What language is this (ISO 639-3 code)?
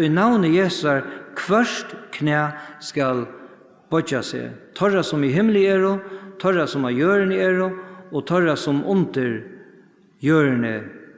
fao